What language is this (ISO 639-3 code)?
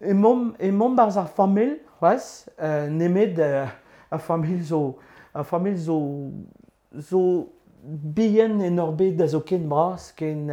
bre